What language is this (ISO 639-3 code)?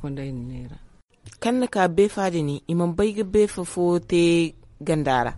dje